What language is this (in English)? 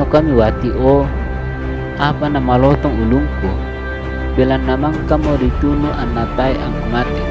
Toraja-Sa'dan